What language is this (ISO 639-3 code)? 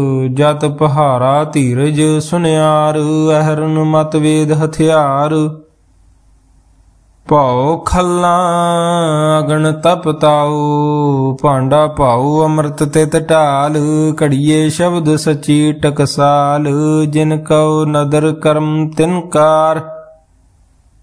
pan